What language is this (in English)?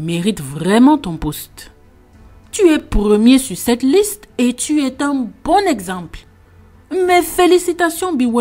French